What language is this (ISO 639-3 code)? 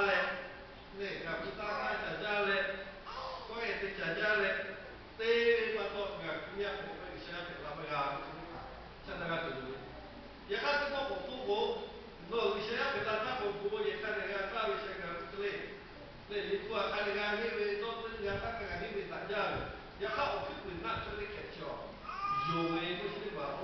lhu